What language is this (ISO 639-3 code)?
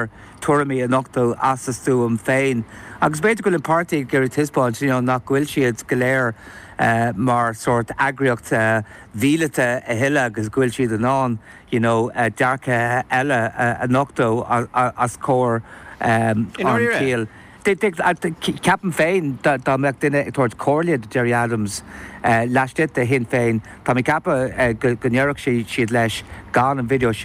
gle